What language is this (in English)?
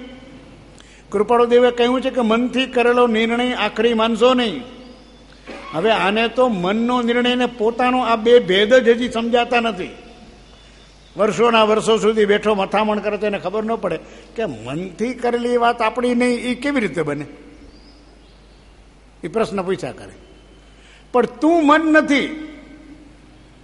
Gujarati